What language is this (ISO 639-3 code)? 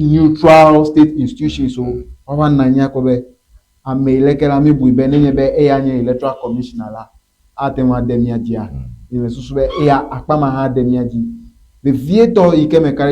ewe